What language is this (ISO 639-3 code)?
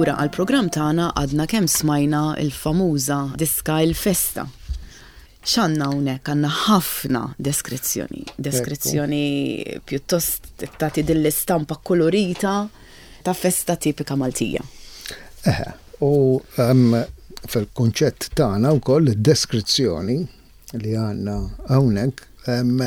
mlt